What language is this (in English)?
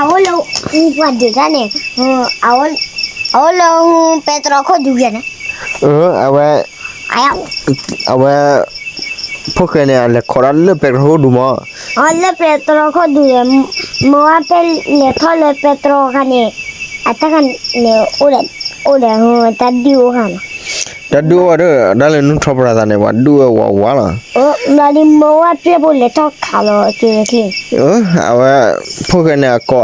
S'gaw Karen